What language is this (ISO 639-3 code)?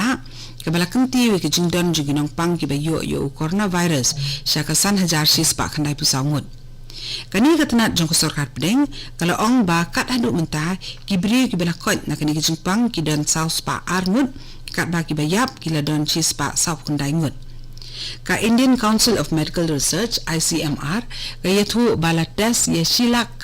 kha